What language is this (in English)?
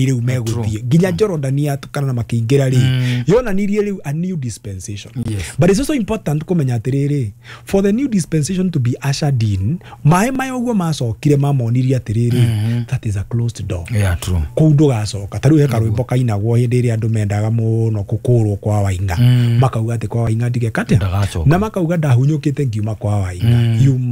Kikuyu